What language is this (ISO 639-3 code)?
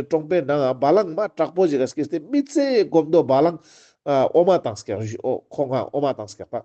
lbj